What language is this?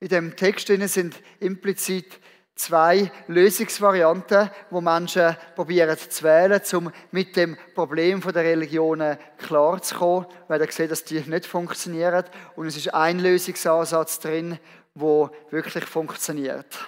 Swiss German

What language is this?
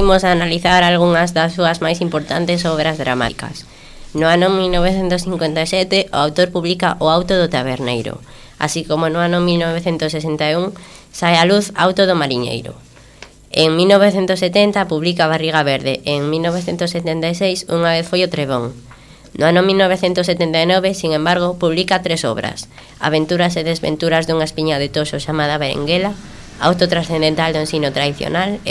Galician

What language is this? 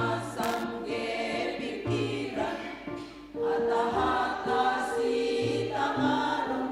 Batak Simalungun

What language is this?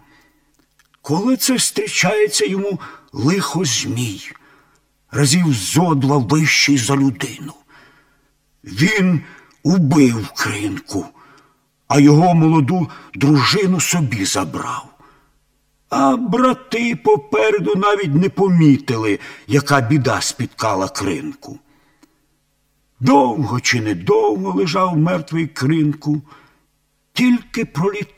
Ukrainian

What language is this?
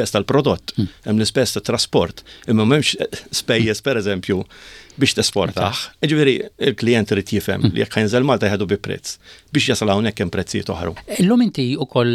Maltese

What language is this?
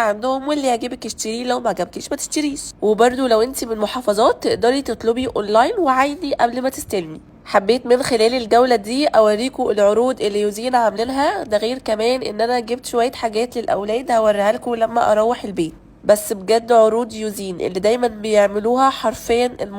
Egyptian Arabic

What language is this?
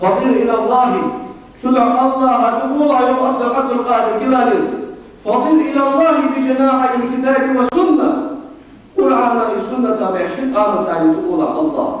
Ingush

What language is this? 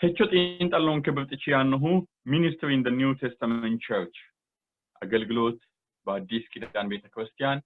Sidamo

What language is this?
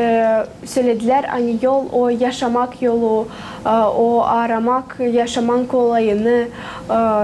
Gagauz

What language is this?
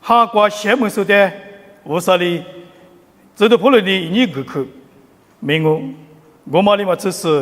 Lisu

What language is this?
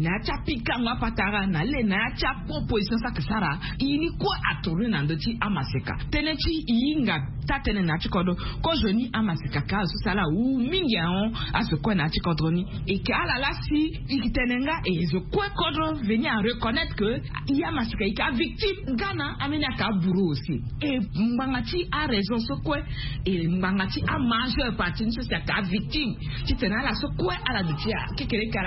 Sango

